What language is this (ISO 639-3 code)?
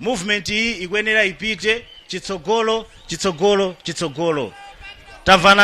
nya